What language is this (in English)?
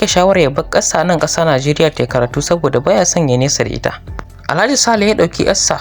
Hausa